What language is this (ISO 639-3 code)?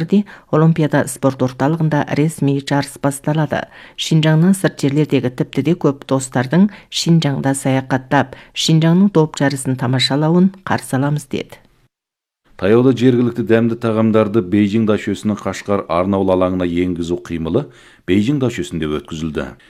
kaz